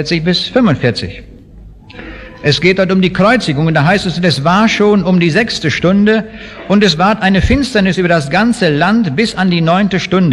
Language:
German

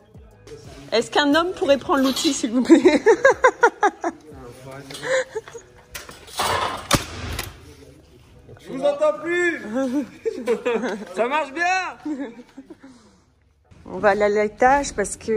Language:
French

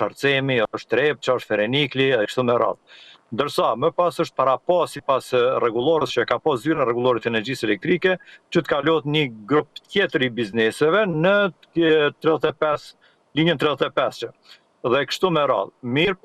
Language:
Albanian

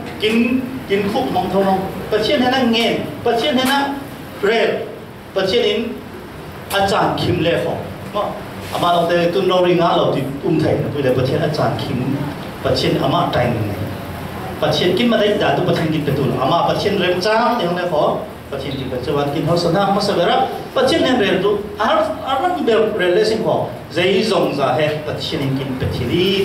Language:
Falam Chin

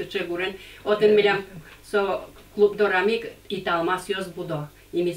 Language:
Udmurt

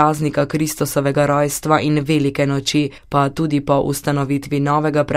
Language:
Slovenian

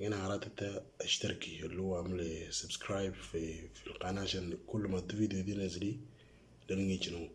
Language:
Moro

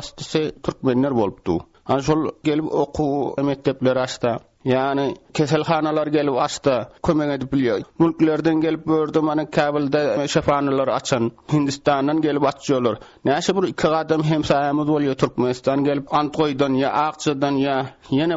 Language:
Turkmen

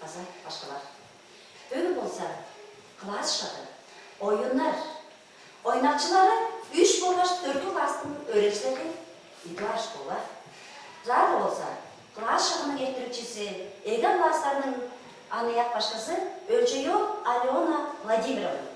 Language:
Tuvinian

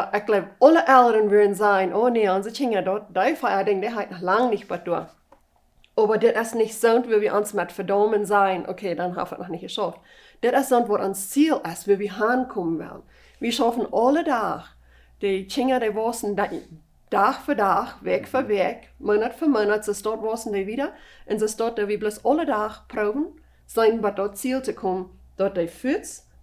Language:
Plautdietsch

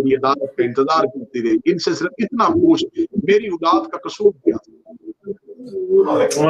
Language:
Urdu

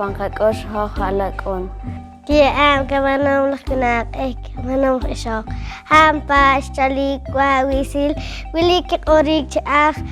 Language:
Poqomchi'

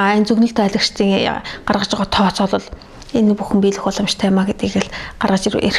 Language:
Mongolian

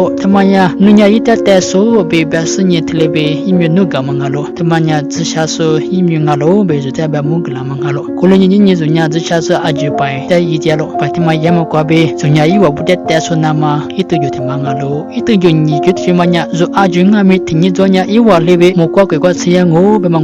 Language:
Lisu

